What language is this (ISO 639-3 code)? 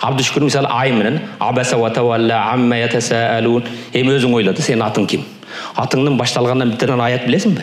kir